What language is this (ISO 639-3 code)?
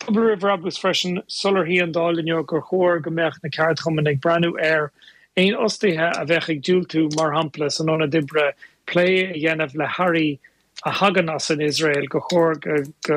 gle